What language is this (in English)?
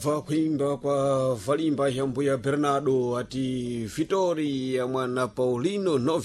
Sena